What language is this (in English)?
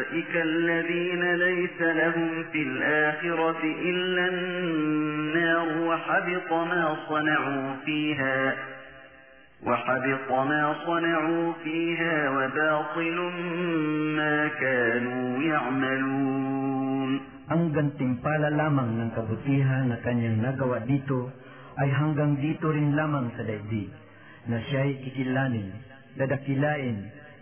Filipino